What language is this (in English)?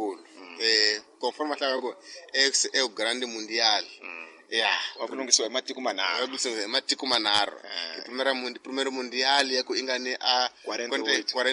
Tsonga